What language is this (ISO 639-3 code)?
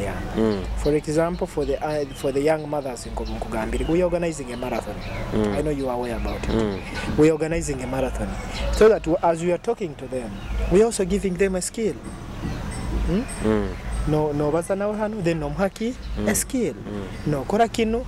nyo